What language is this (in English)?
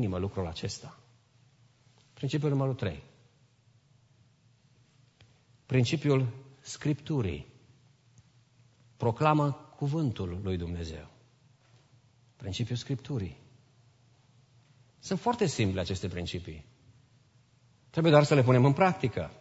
Romanian